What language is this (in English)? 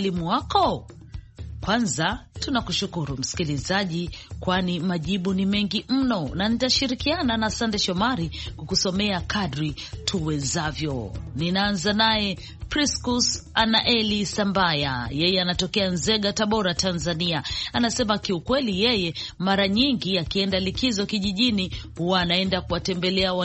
Swahili